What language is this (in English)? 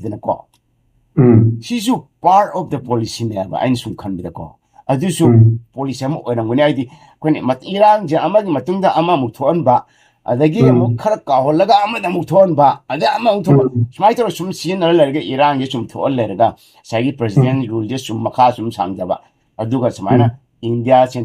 Manipuri